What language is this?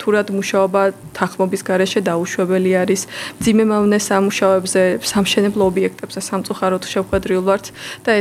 Georgian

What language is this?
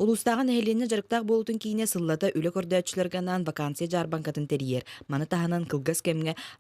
Yakut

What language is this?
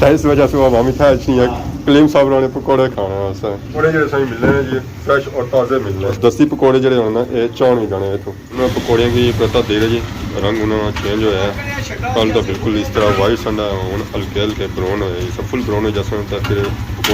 Pahari-Potwari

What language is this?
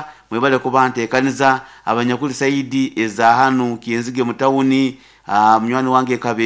Nyoro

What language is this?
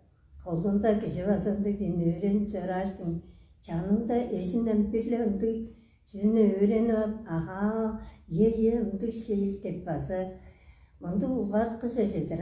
Tuvinian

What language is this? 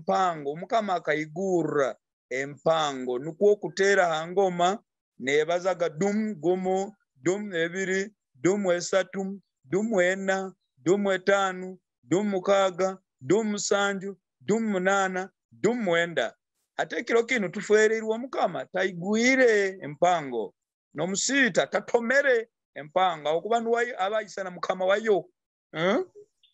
Nyoro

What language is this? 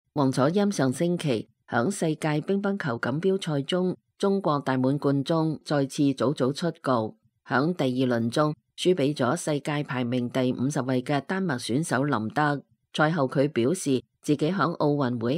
Cantonese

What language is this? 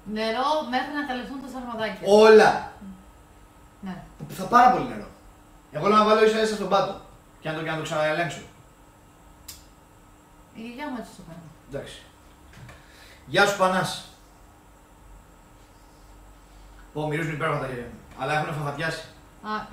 Greek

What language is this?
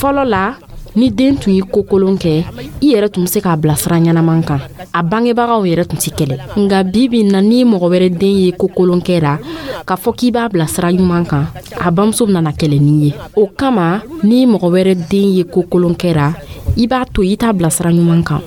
Dyula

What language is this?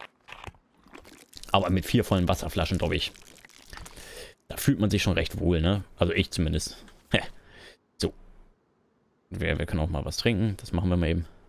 German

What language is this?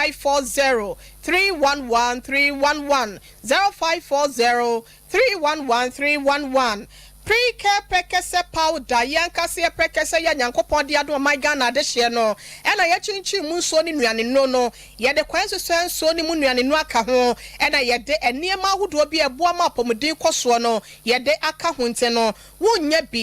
Akan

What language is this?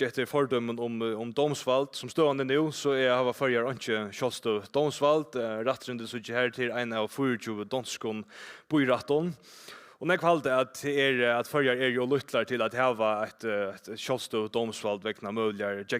Faroese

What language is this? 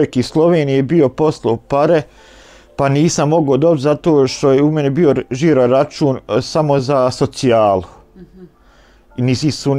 Bosnian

